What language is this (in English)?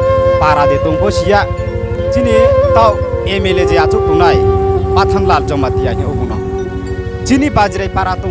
Riang (India)